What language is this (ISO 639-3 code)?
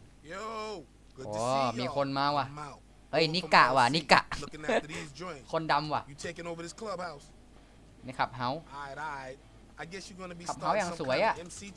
tha